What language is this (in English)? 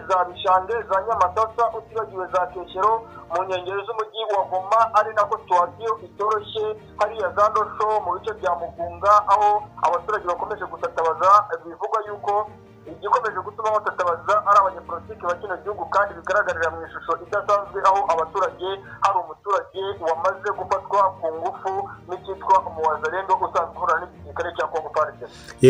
Kinyarwanda